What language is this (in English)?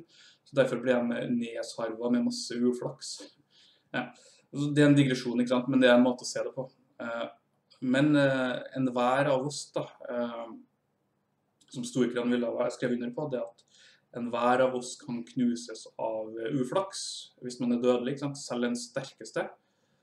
Norwegian